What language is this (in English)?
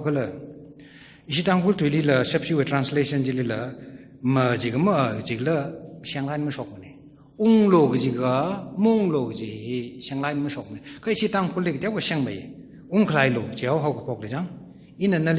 Tangkhul Naga (India)